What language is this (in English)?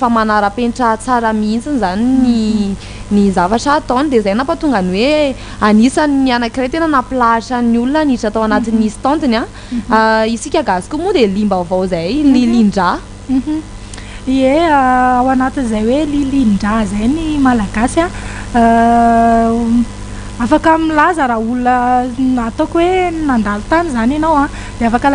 Malagasy